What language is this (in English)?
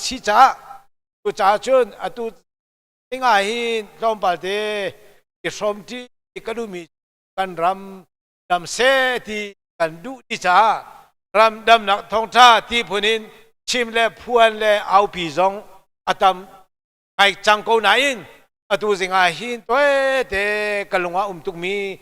Hakha Chin